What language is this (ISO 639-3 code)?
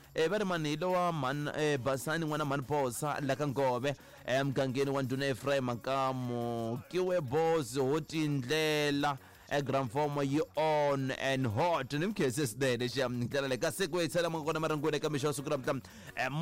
tso